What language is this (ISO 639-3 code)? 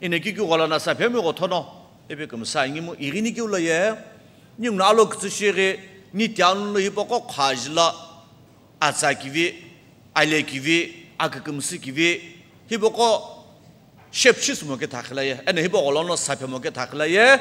nsm